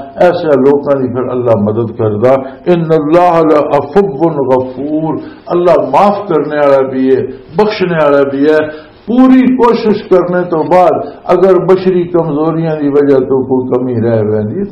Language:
Western Panjabi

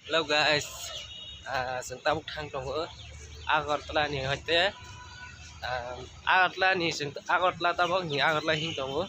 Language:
Kok Borok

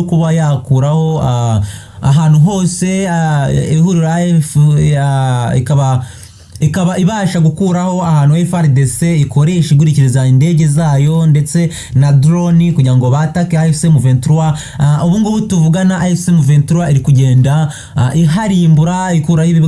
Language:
Kinyarwanda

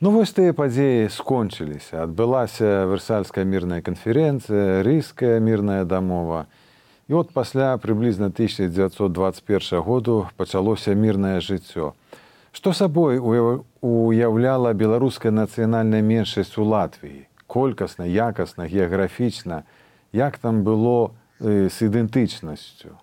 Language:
Belarusian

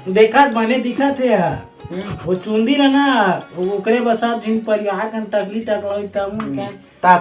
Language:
Chhattisgarhi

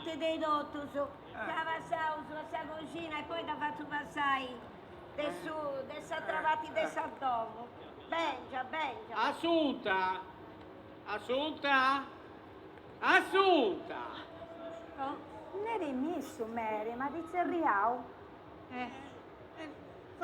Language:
Sardinian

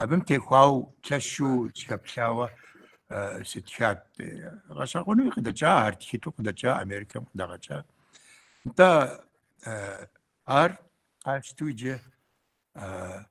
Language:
Kabardian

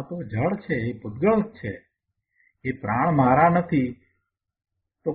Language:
Gujarati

